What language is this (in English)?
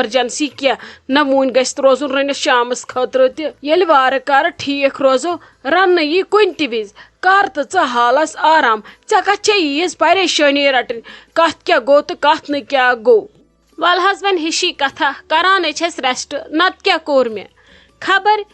Kashmiri